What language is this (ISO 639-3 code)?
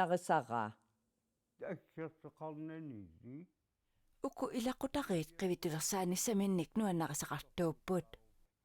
kal